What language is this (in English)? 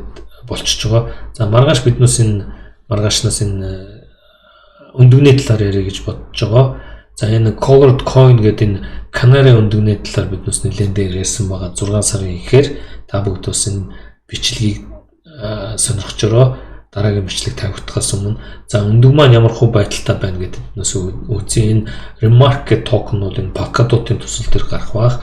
Mongolian